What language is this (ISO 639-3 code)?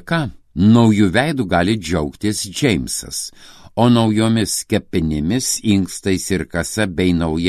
lit